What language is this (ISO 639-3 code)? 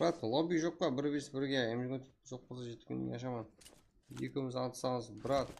kaa